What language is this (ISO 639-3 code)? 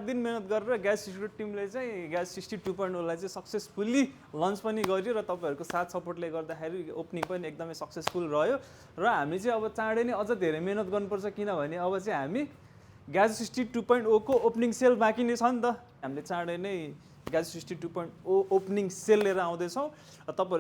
nep